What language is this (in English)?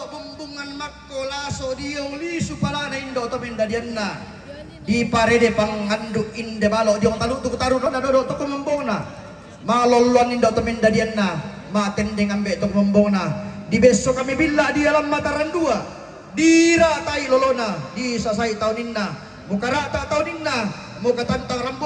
Toraja-Sa'dan